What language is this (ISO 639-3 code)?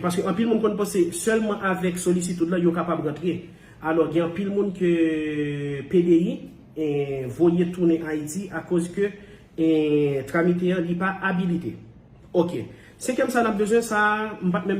hat